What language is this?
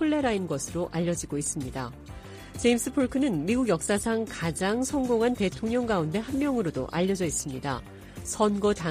Korean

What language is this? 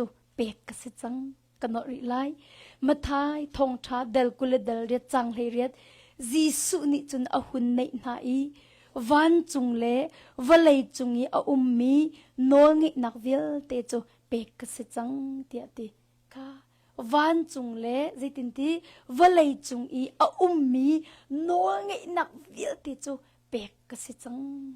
Hakha Chin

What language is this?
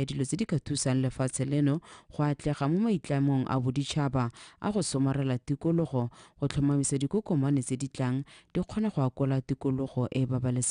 Tswana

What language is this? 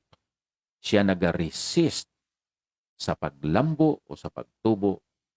Hiligaynon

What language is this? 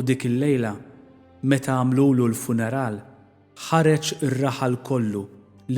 Maltese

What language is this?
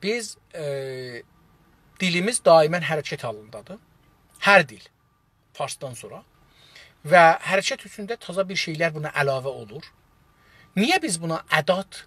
South Azerbaijani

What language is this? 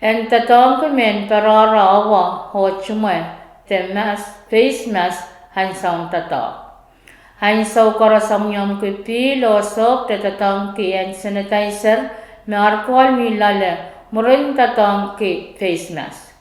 Pohnpeian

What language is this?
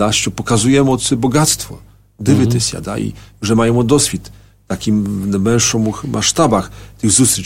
Ukrainian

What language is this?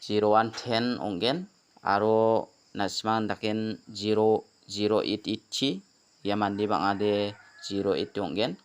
Garo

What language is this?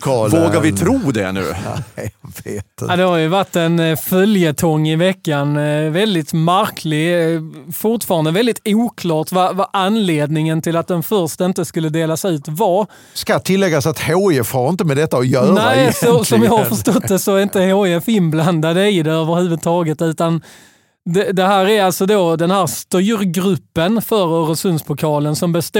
Swedish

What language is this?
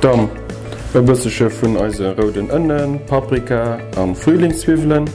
Luxembourgish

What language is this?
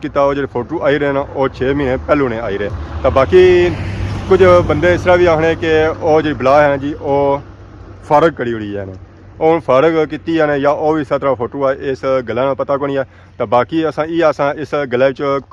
Pahari-Potwari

